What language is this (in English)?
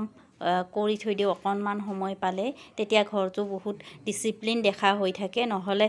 Assamese